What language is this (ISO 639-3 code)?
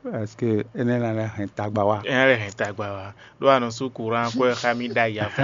fon